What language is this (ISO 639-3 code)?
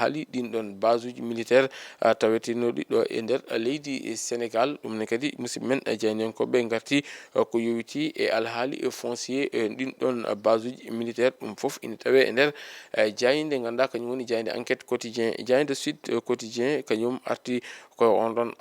ful